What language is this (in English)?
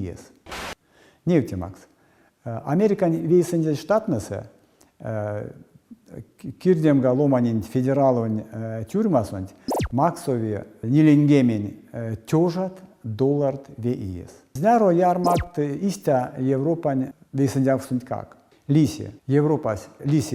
Erzya